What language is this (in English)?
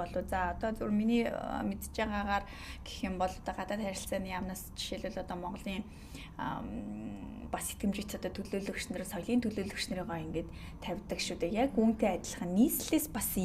Mongolian